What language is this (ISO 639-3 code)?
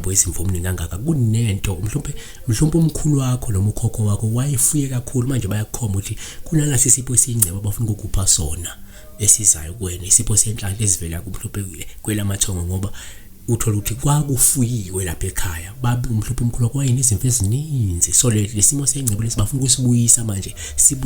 zul